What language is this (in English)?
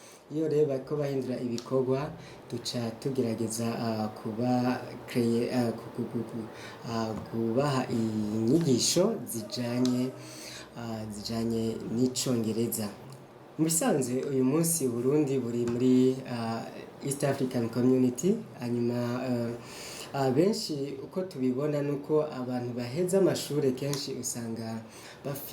Rundi